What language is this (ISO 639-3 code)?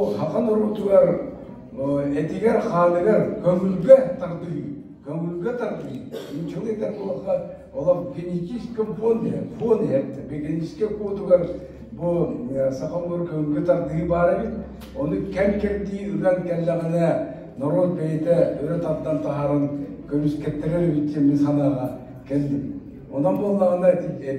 sah